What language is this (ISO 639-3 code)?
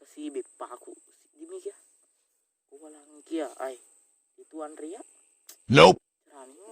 bug